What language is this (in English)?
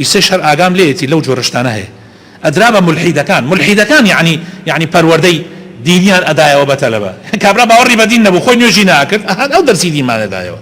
Central Kurdish